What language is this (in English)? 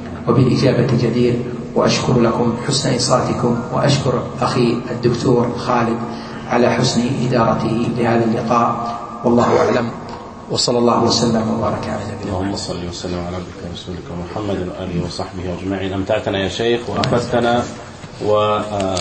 Arabic